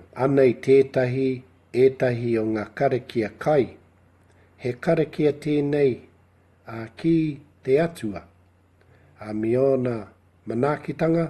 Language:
Māori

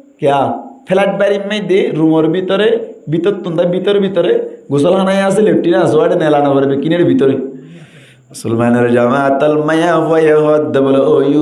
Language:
Rohingya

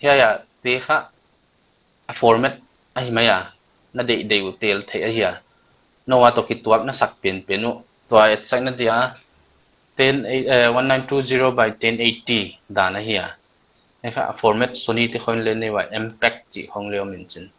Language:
Paite Chin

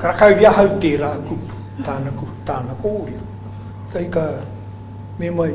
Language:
Māori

